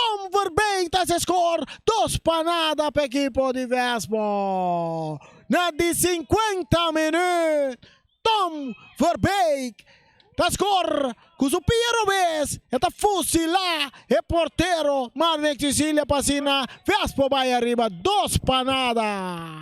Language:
Papiamento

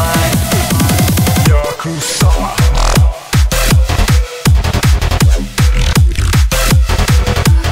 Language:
Norwegian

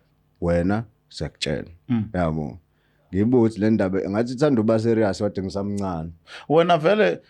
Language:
Zulu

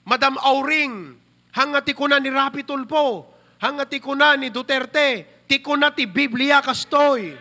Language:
Iloko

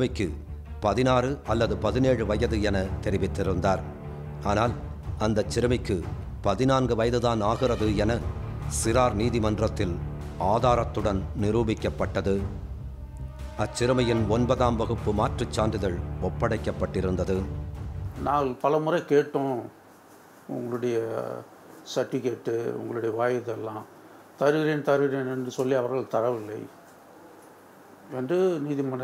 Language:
Tamil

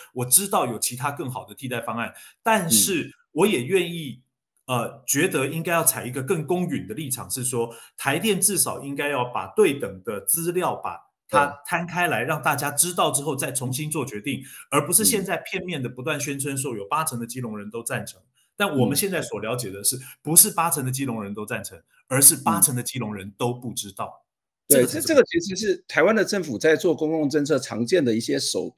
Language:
Chinese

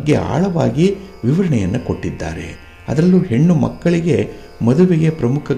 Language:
Kannada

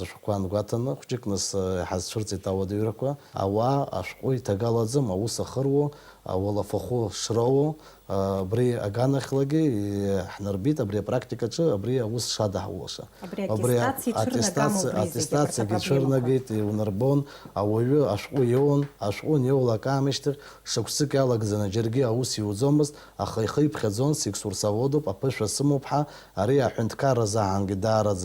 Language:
Abkhazian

